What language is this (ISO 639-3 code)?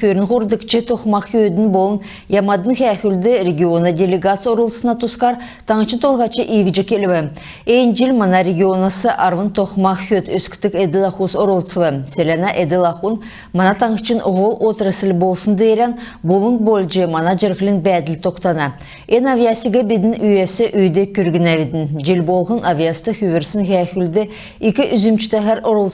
xal